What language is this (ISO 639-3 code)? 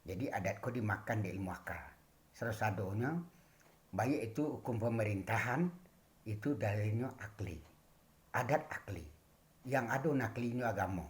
min